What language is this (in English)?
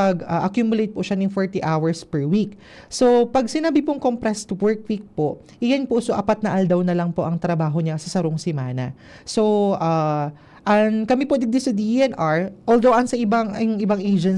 Bikol